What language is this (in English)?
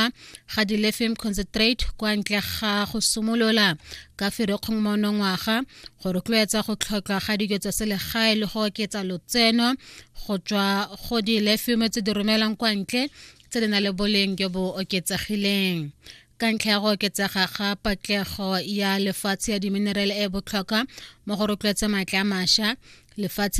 Tswana